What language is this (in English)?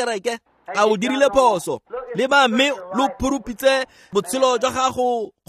Tswana